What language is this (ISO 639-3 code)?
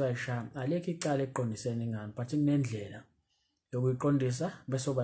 zul